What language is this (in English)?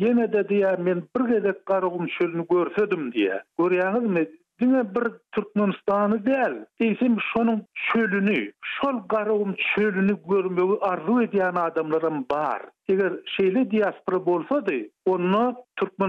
Turkmen